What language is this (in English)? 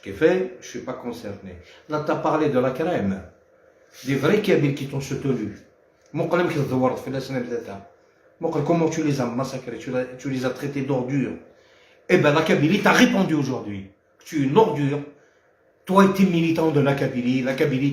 Algerian Arabic